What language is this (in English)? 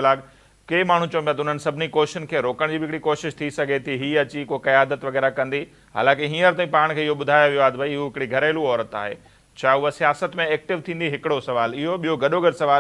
Sindhi